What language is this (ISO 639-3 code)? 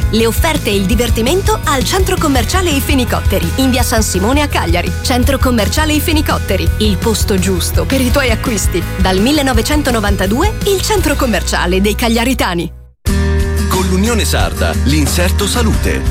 ita